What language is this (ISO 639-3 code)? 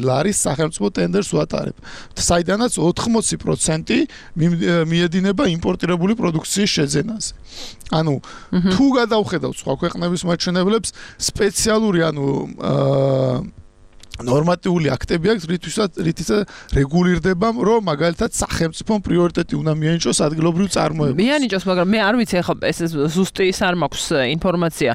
kat